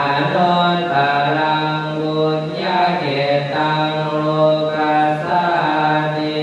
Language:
Pali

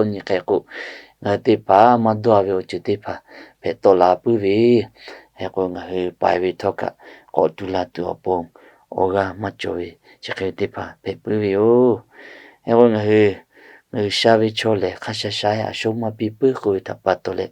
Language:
Lahu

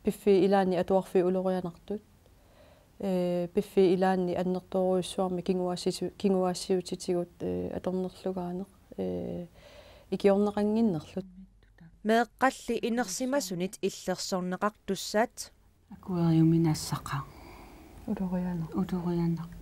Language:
Kalaallisut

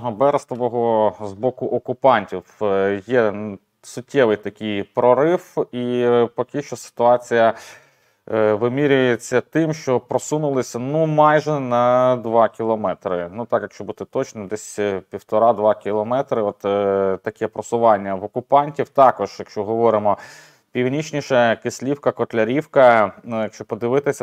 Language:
Ukrainian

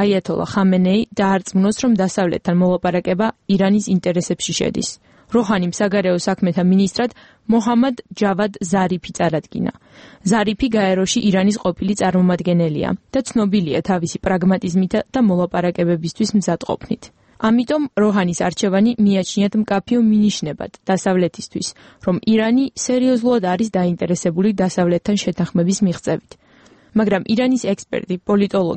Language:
Georgian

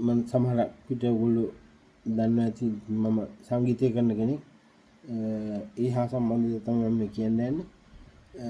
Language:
Sinhala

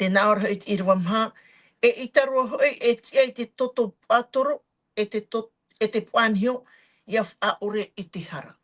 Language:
Tahitian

